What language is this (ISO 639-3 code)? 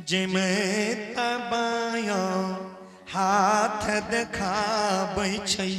anp